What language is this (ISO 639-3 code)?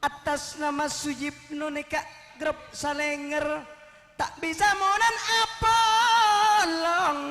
mad